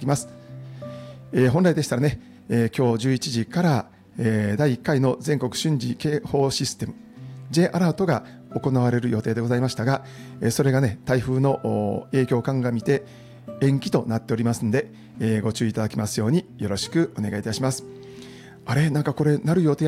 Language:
Japanese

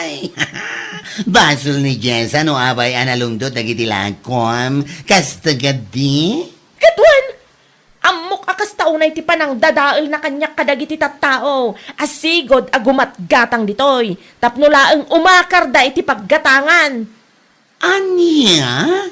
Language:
Iloko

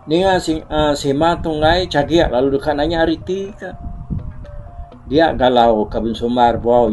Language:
Iban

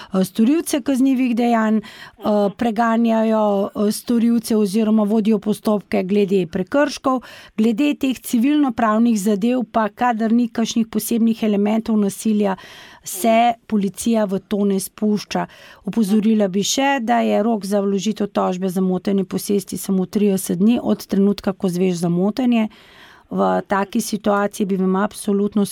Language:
Slovenian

